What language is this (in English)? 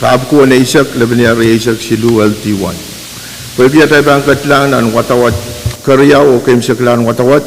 Pohnpeian